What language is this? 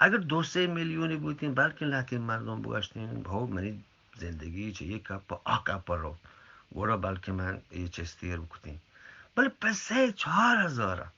Eastern Balochi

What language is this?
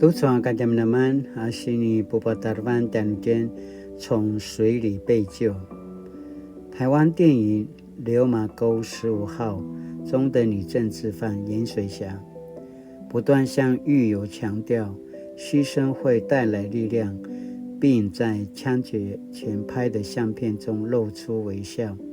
Paiwan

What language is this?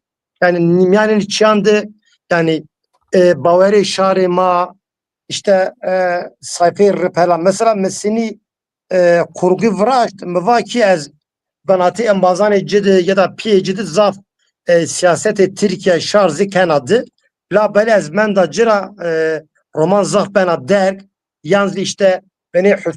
Zaza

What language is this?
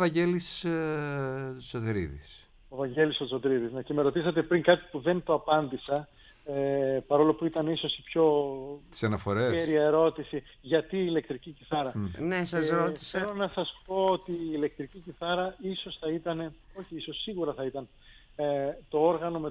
Greek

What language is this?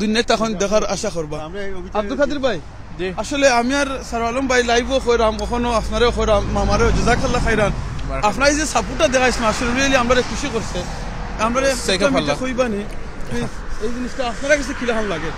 Sylheti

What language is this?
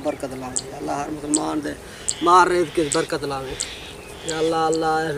Saraiki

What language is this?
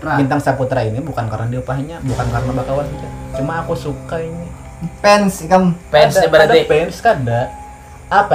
Banjar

